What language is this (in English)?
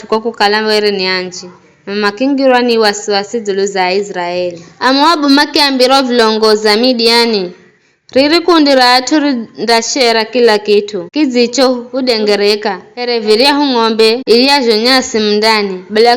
Giryama